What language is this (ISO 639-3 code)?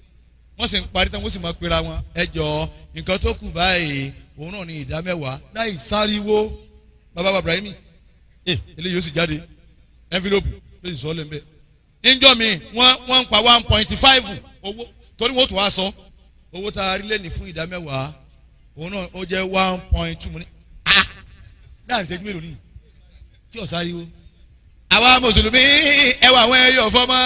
yor